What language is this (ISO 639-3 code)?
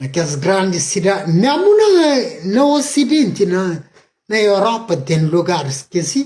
kea